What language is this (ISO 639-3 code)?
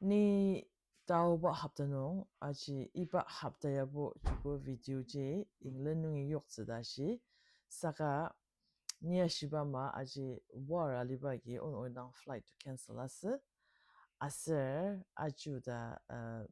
njo